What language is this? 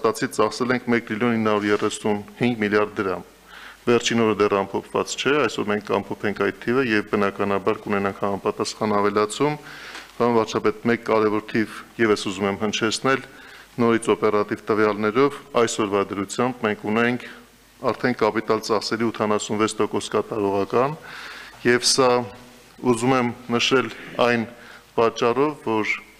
Armenian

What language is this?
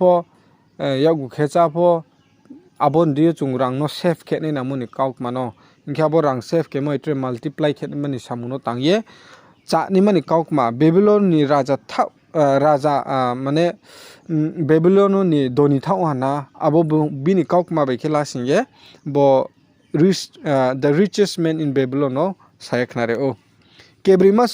Riang (India)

